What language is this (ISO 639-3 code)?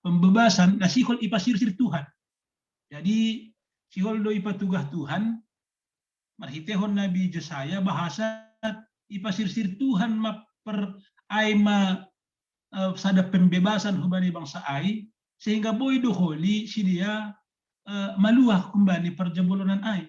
bts